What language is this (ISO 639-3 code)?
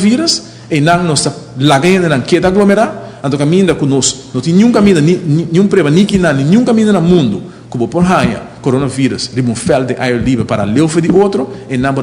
pap